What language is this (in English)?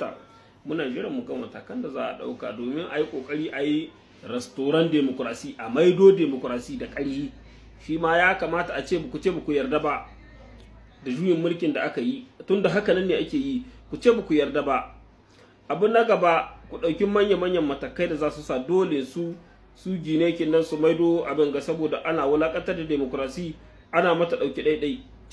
Hausa